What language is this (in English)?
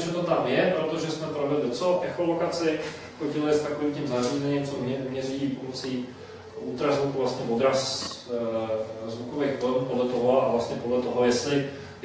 Czech